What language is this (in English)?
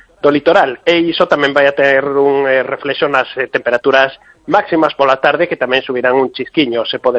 Galician